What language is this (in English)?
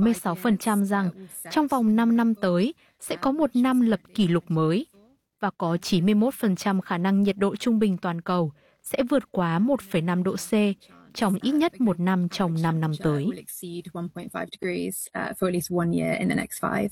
Vietnamese